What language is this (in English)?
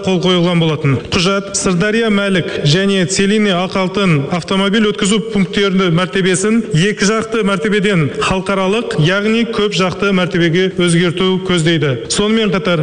Kazakh